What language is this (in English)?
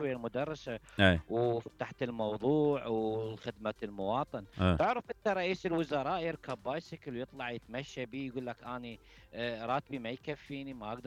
Mesopotamian Arabic